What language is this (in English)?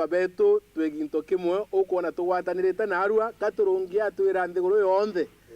Meru